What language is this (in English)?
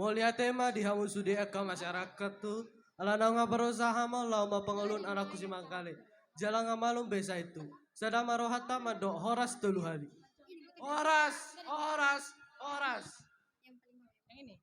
Batak Toba